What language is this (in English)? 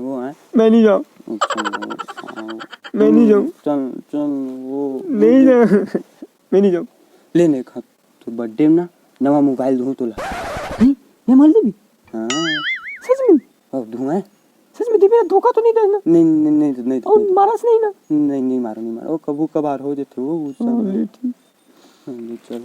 Chhattisgarhi